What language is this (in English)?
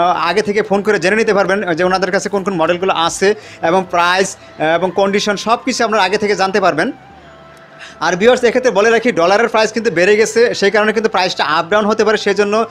Bangla